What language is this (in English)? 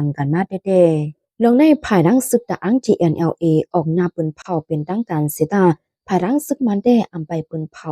Shan